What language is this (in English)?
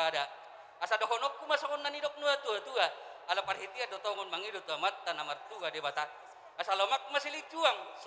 Batak Toba